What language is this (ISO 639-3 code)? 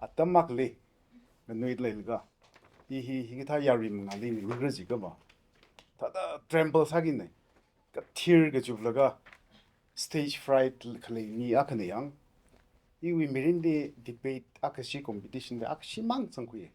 nmf